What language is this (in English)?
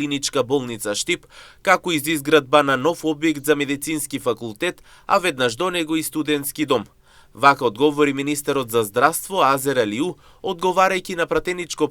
Macedonian